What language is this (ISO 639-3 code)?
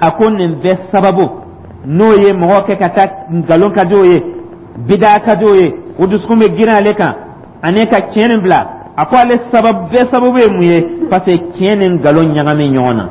dyu